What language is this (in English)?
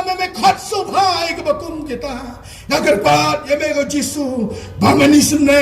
Khasi